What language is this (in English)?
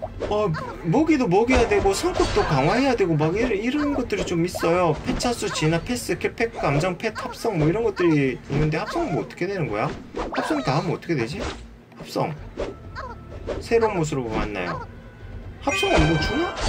Korean